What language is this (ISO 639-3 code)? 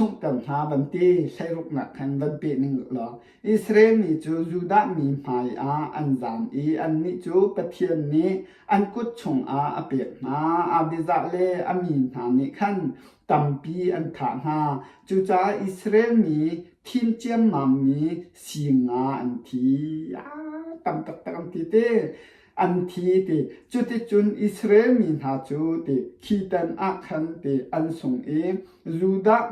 cnh